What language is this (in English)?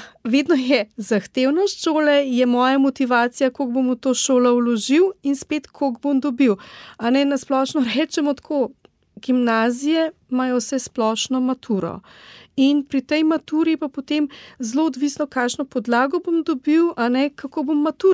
Slovenian